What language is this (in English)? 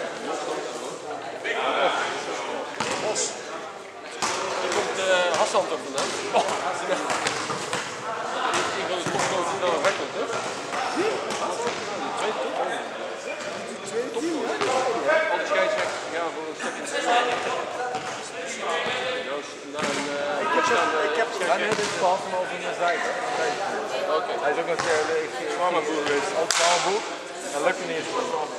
Dutch